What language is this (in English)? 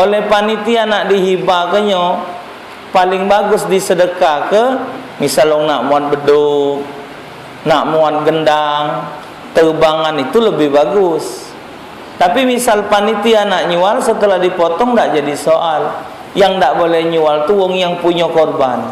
Musi